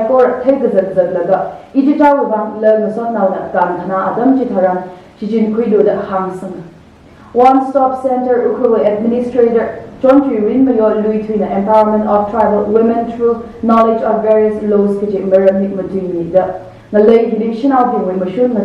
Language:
Tangkhul Naga (India)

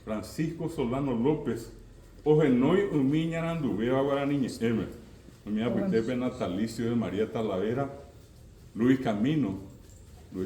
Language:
Guarani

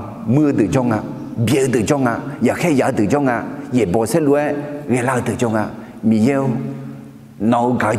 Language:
Akha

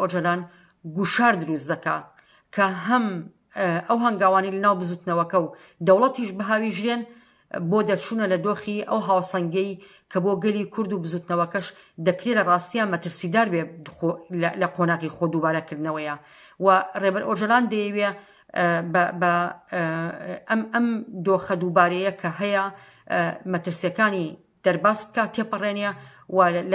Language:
Central Kurdish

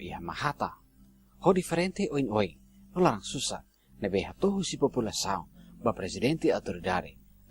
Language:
Tetum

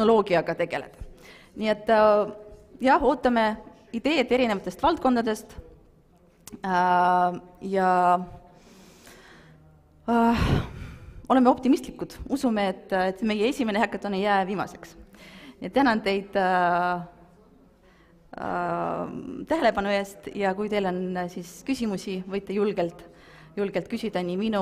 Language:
Estonian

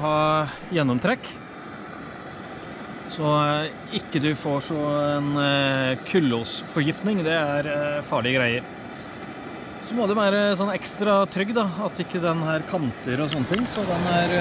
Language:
Norwegian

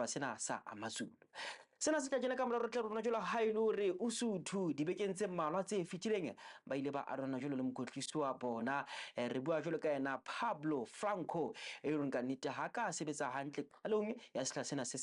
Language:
Southern Sotho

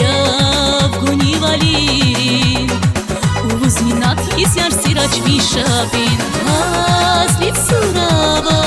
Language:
Tabassaran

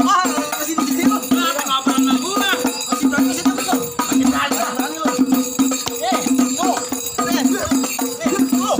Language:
Betawi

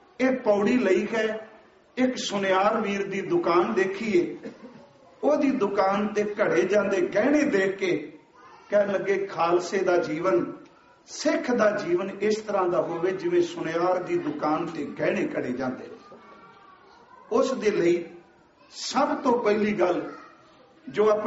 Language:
Punjabi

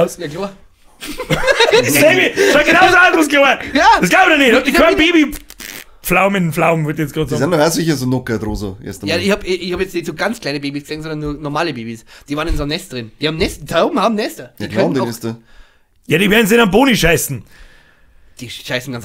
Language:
Bavarian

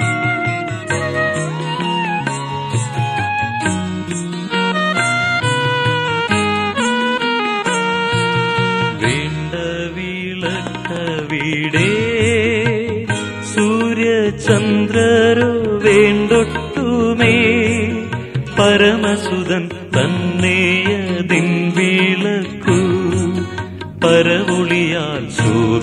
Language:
Malayalam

